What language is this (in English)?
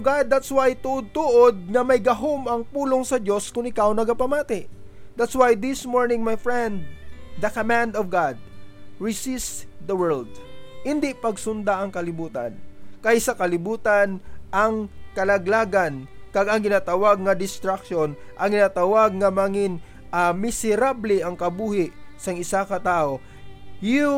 Hiligaynon